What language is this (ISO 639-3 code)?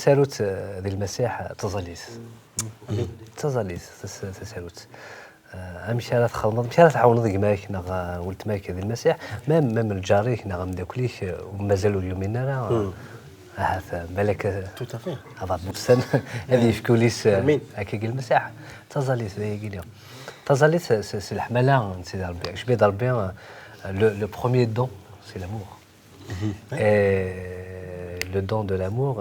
kab